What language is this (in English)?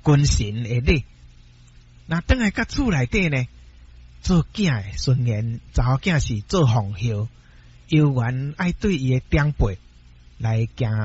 Min Nan Chinese